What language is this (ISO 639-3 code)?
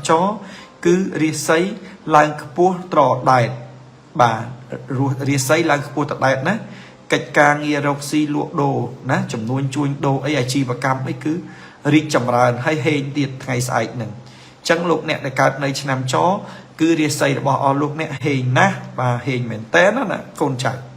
khm